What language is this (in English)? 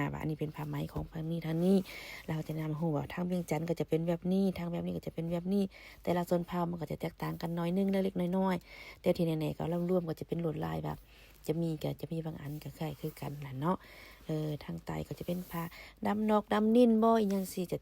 Lao